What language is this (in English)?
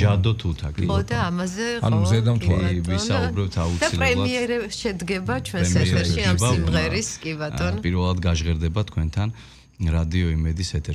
Georgian